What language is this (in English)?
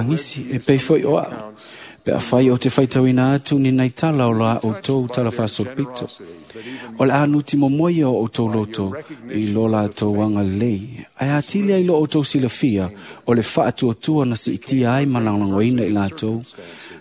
Samoan